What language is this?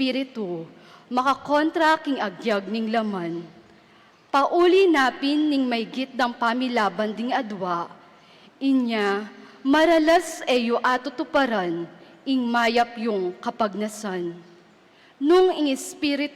Pampanga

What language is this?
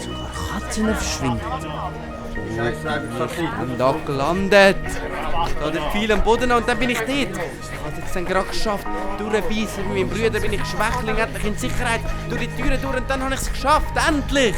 Swiss German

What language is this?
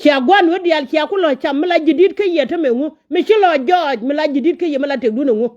Nuer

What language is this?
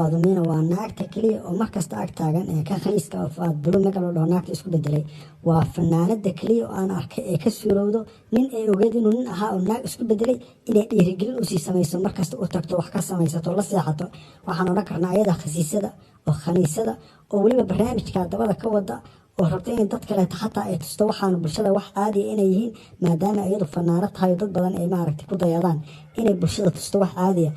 Somali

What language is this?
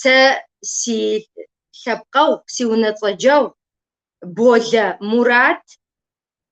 Kabardian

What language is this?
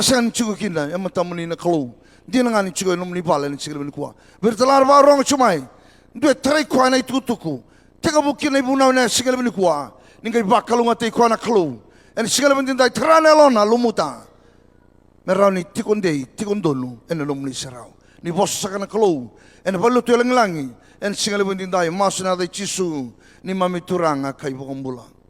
Fijian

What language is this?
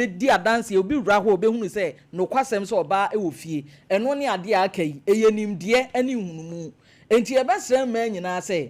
Akan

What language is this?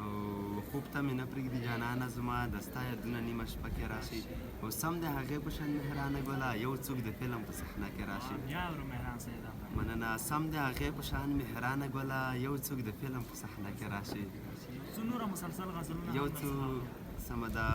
Pashto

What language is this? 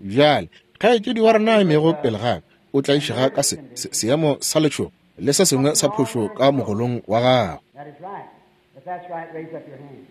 Northern Sotho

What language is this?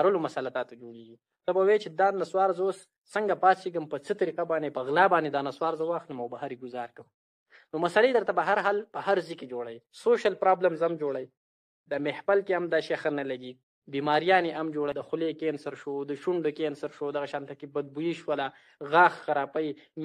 Pashto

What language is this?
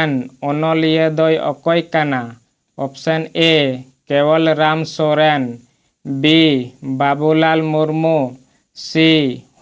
Santali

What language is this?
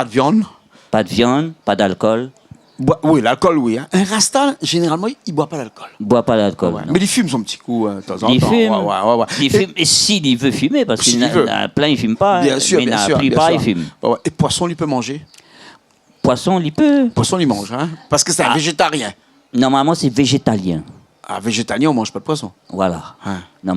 Réunion Creole French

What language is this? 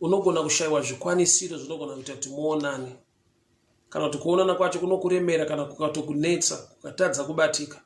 Shona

